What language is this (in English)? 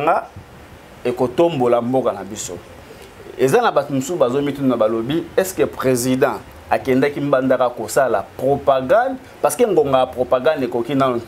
Lingala